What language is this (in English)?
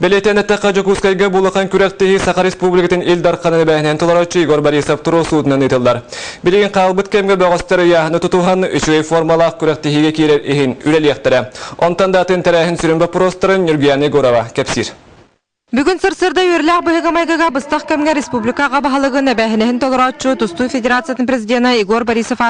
Yakut